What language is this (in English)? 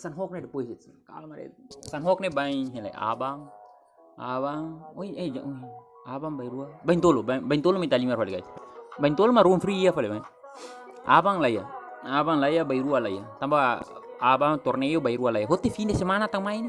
Tetum